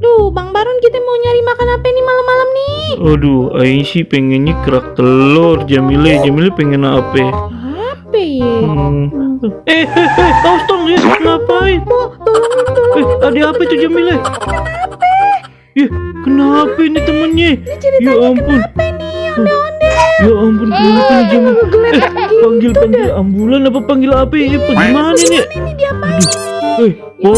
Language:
Betawi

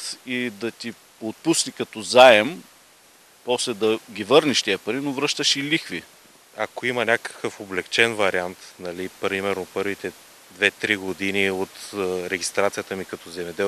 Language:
Bulgarian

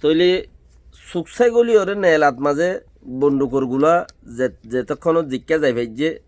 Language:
Rohingya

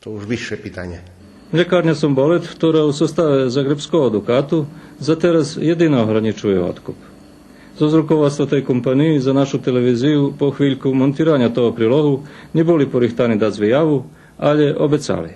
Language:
Rusyn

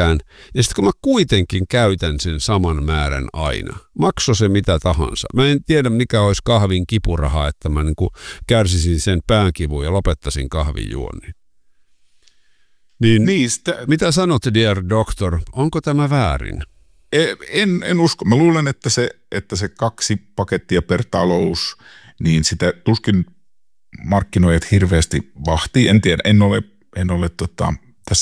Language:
Finnish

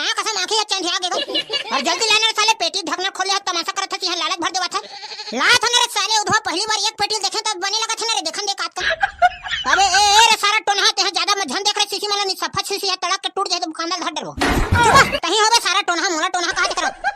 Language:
Chhattisgarhi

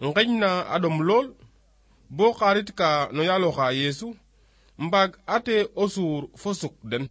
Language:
Serer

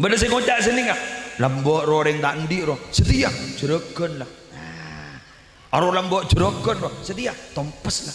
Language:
Madurese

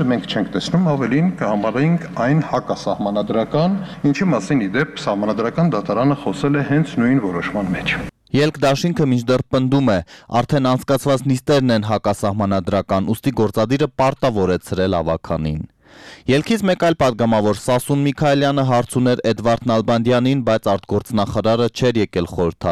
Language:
Armenian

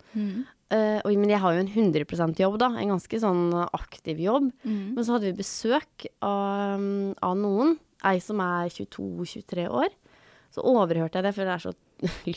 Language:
Norwegian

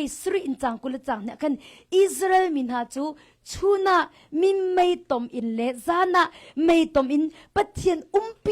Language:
Hakha Chin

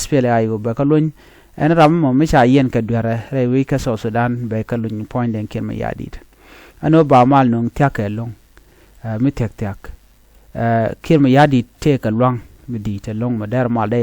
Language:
Nuer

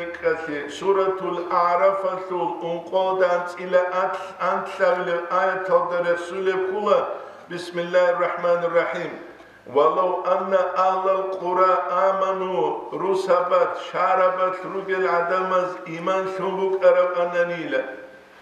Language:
Avaric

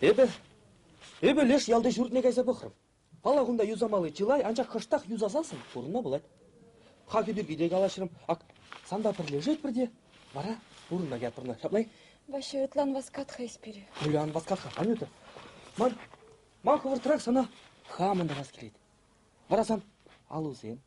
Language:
Chuvash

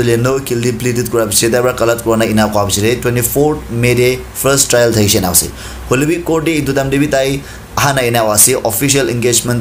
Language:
Naga Pidgin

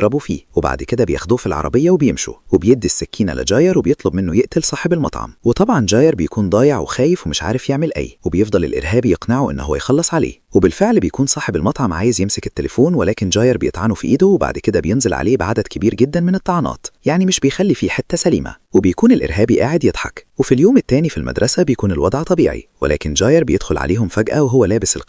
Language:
Egyptian Arabic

